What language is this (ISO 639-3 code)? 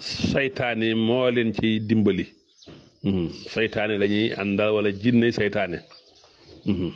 wol